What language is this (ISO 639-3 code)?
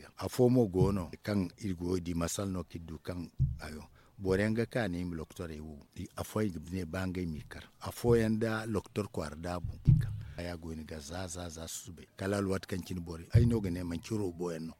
dje